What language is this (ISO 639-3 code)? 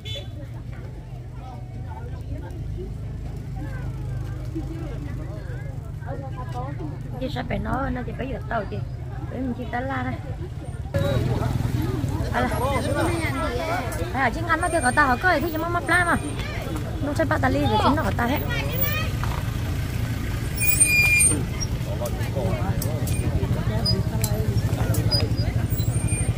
vie